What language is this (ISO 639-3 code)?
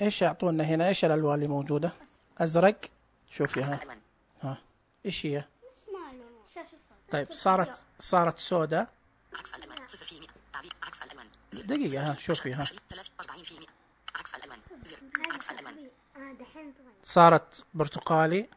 ars